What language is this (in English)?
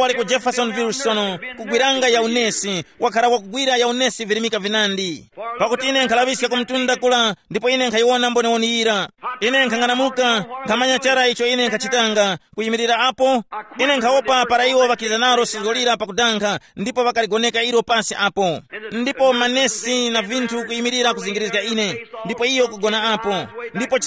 Tumbuka